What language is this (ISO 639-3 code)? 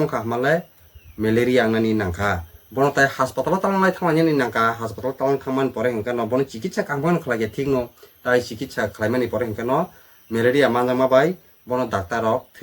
trp